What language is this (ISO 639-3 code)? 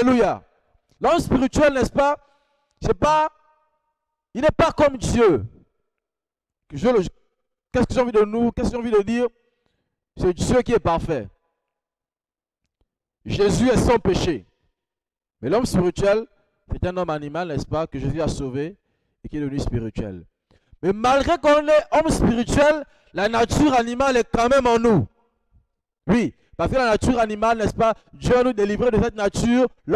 fra